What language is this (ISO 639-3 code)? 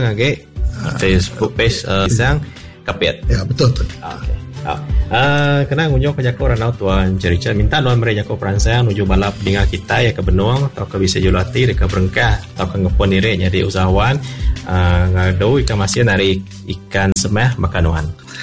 iba